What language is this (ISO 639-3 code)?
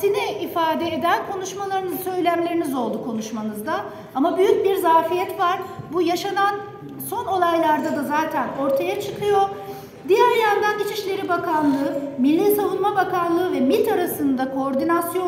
tur